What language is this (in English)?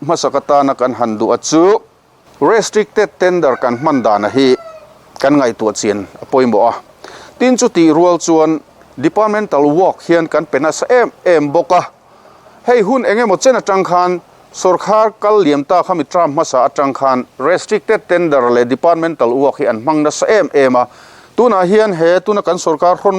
Mizo